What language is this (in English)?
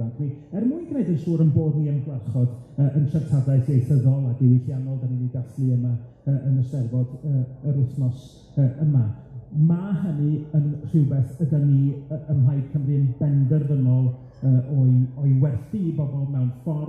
Welsh